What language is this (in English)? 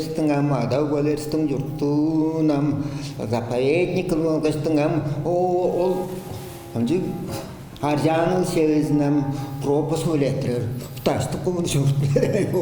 Tuvinian